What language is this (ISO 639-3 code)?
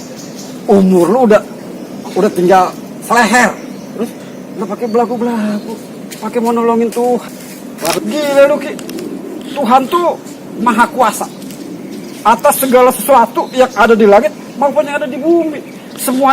bew